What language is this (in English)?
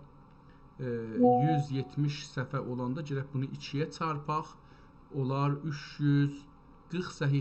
South Azerbaijani